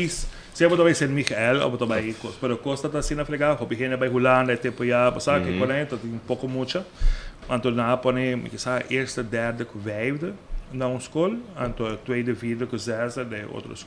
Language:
Papiamento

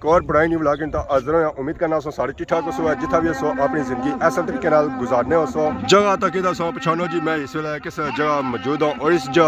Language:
Pahari-Potwari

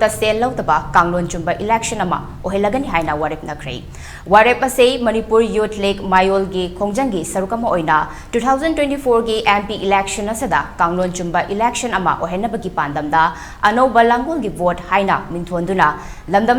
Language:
Manipuri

